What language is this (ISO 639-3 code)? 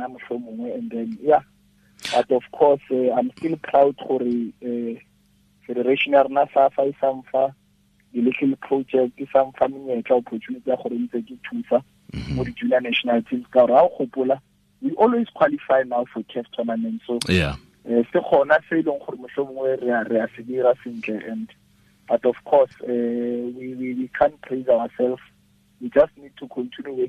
tsn